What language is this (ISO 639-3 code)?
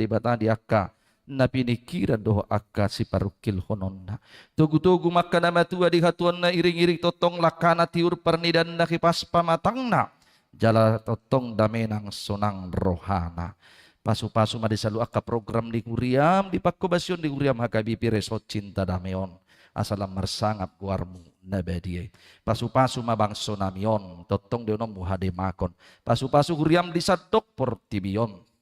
bbc